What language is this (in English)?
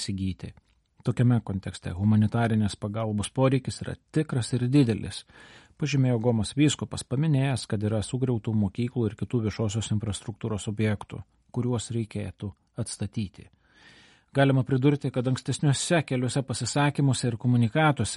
Lithuanian